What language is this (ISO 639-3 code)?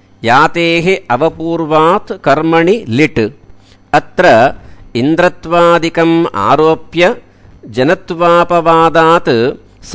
san